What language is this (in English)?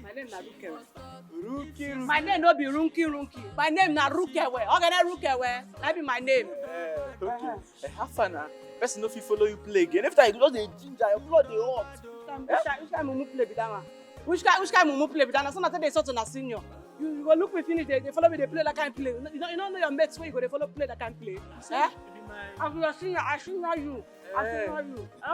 Nigerian Pidgin